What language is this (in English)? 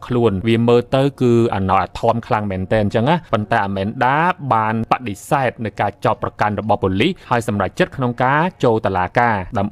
Khmer